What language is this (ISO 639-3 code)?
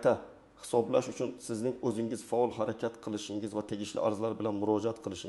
uzb